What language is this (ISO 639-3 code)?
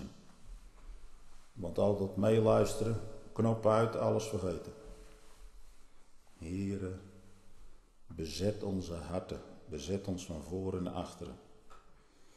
nld